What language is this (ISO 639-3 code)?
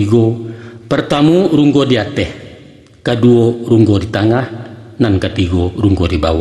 min